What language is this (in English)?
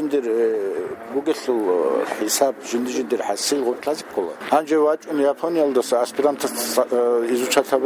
Avaric